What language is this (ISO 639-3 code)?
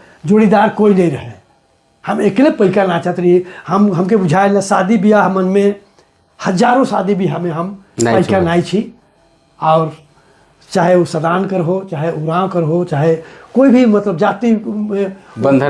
sck